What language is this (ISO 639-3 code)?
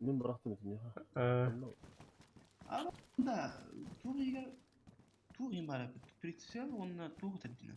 sah